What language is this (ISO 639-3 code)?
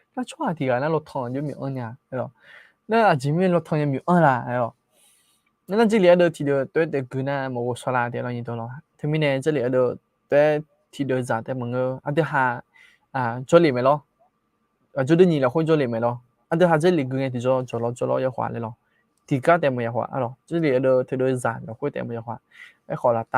ahk